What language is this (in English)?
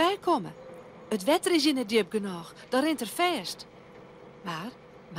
Western Frisian